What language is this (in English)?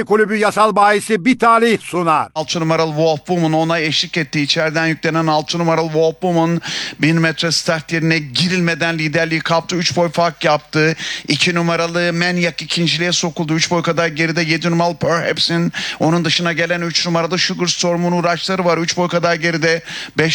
Turkish